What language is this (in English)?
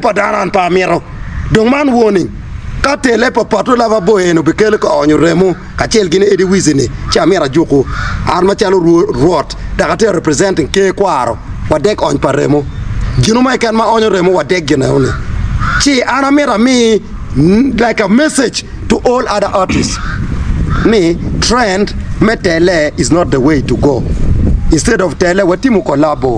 Acoli